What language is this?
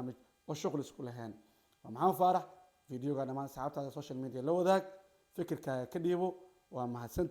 Somali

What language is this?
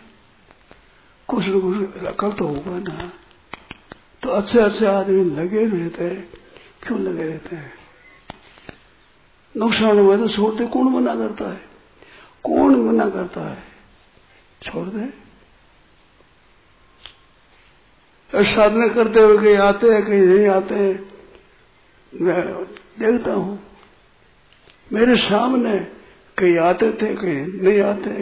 Hindi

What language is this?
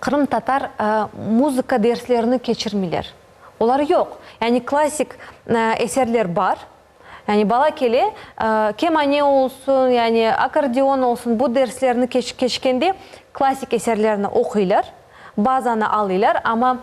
Crimean Tatar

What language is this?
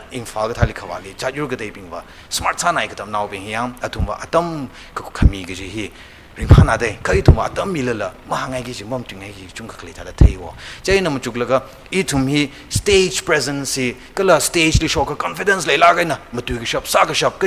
Tangkhul Naga (India)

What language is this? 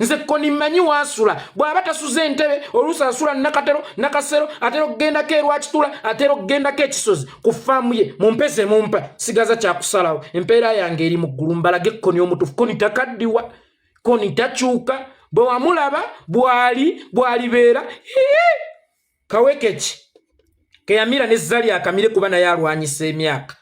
Ganda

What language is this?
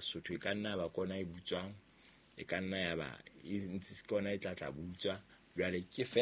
Southern Sotho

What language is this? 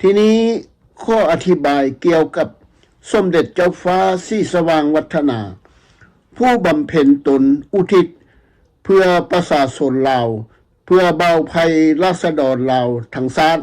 Lao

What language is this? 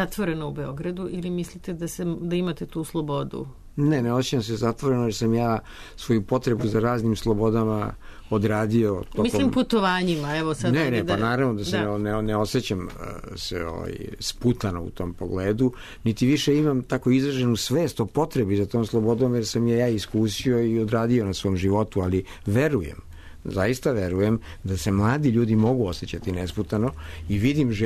Serbian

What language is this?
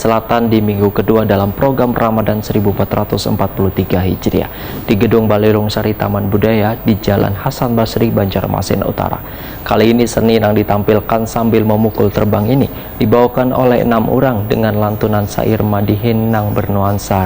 Banjar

